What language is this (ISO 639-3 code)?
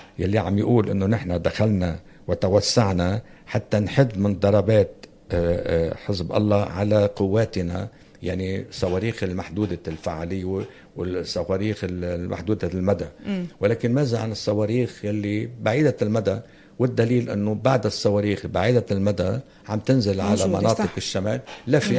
apc